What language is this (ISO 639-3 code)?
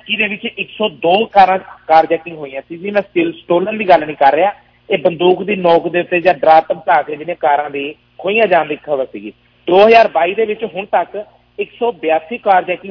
pan